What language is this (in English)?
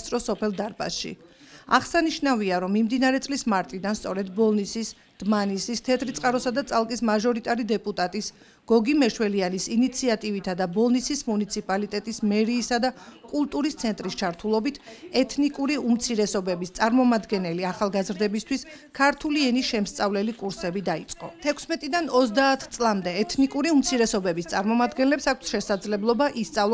Georgian